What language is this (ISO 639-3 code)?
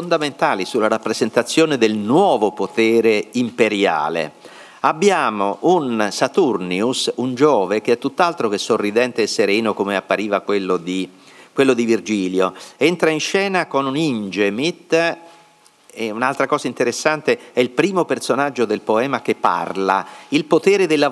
ita